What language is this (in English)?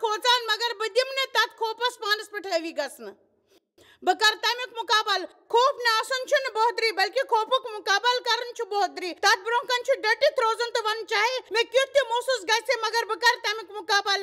Kashmiri